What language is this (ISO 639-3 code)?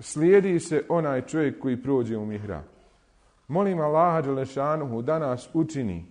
bos